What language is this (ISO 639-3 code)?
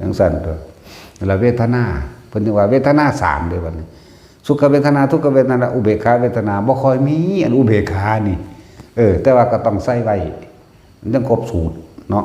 tts